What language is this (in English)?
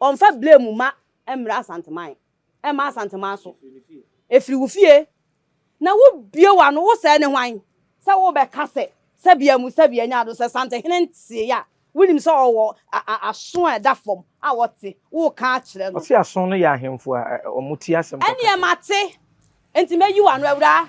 Akan